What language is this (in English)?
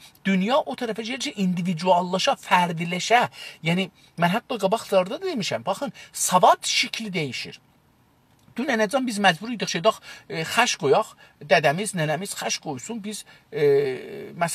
South Azerbaijani